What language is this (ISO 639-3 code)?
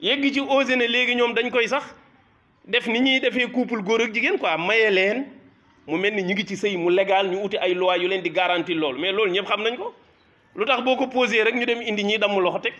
wol